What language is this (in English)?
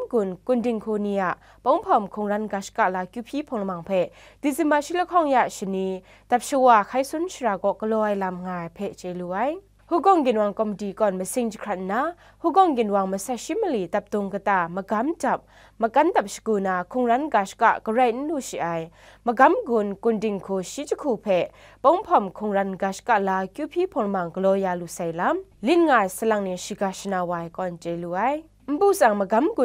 Kachin